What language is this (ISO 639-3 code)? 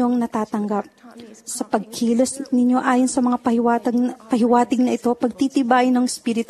fil